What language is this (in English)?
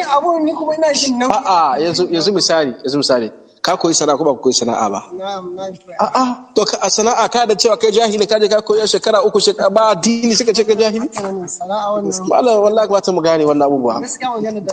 Hausa